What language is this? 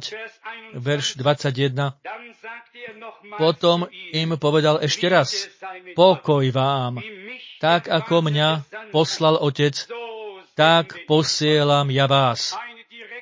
Slovak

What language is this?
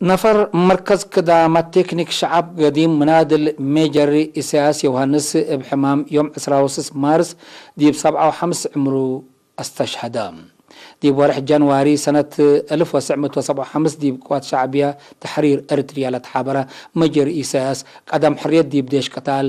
Tigre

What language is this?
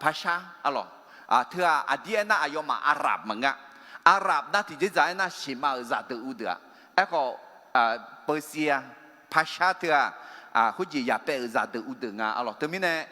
Akha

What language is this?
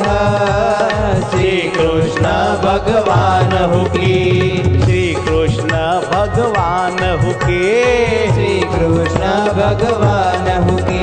Gujarati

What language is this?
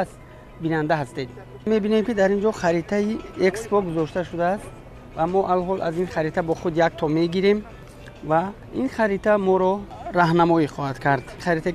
Tajik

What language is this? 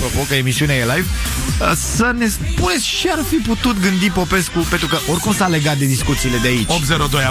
Romanian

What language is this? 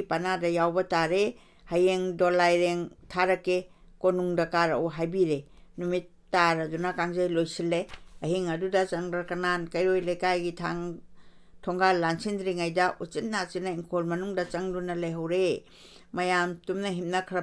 Manipuri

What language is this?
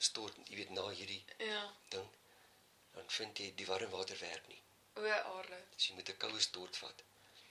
Afrikaans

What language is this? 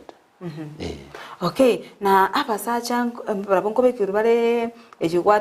Gusii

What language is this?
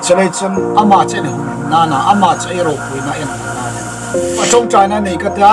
Hmar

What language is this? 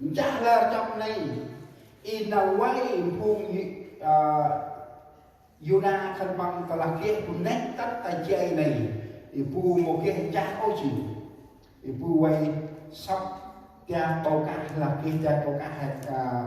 Central Mnong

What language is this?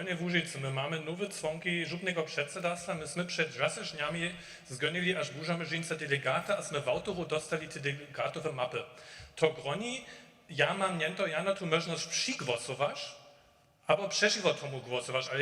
Upper Sorbian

